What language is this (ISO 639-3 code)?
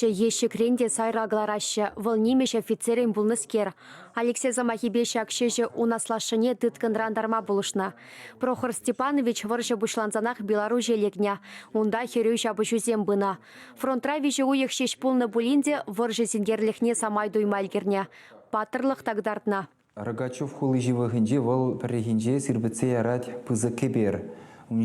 chv